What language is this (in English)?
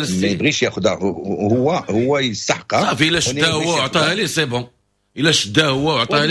Moroccan Arabic